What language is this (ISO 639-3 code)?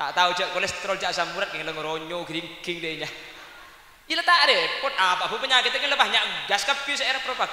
mad